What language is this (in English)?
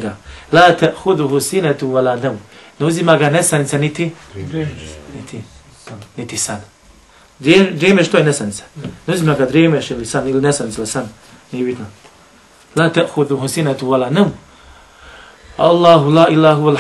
Bosnian